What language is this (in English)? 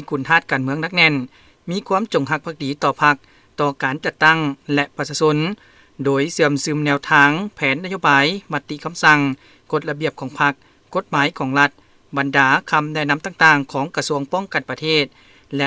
Lao